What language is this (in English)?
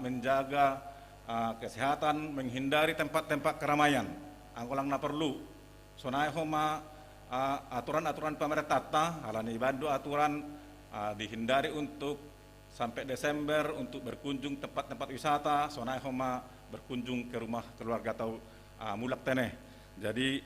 Batak Simalungun